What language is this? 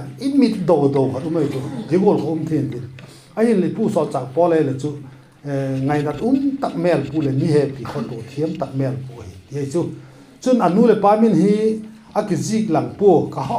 Vaiphei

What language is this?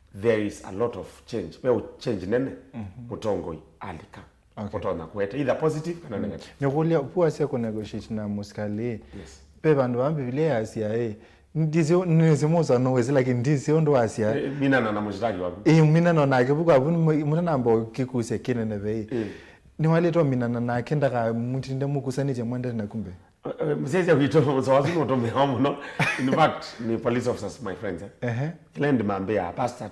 Kamba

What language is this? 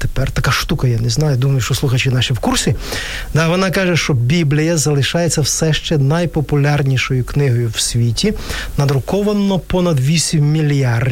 Ukrainian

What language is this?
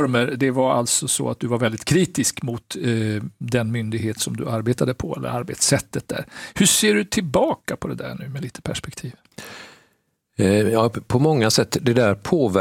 Swedish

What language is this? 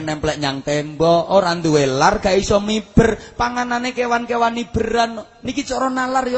Javanese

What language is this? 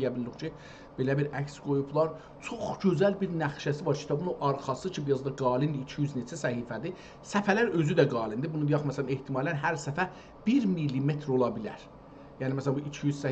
South Azerbaijani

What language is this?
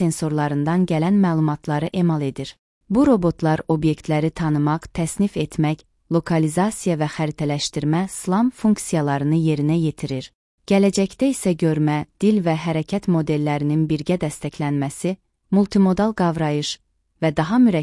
Azerbaijani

